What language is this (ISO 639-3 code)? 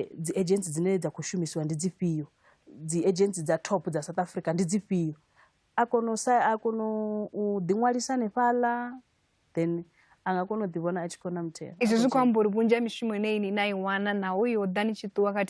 ven